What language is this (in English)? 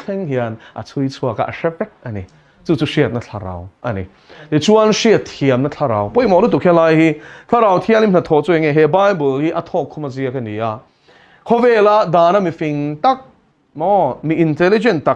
Mizo